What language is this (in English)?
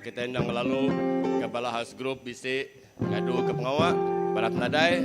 Iban